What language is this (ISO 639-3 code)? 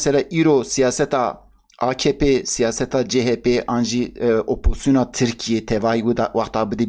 kur